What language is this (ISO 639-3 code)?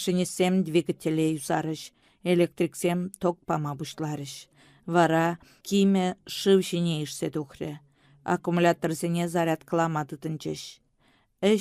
chv